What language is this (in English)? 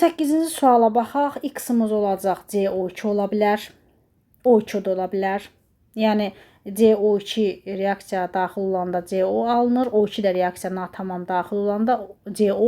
Azerbaijani